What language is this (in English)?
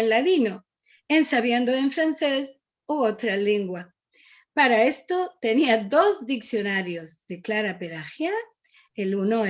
Ladino